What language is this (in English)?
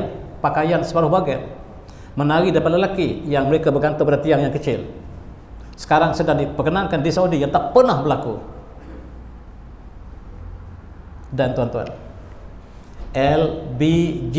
Malay